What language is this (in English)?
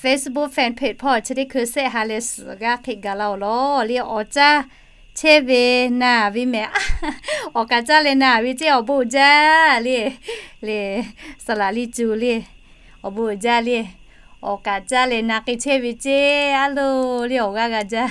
Lahu